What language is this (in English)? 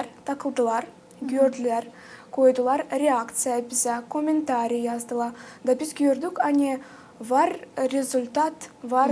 Gagauz